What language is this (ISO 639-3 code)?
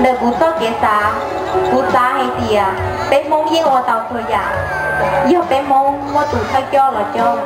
hmn